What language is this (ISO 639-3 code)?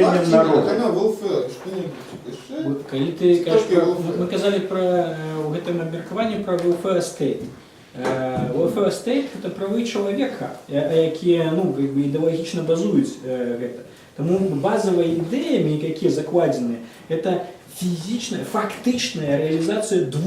bel